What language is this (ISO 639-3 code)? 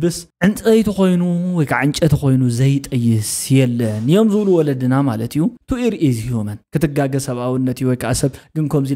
tir